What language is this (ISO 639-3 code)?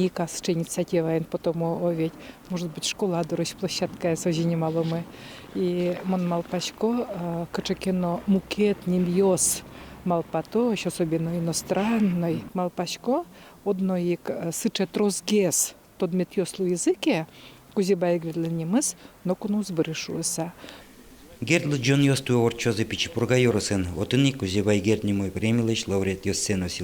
udm